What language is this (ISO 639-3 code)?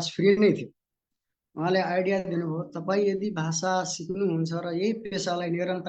nep